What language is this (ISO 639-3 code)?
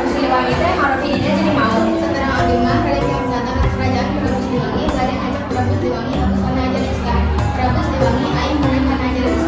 sun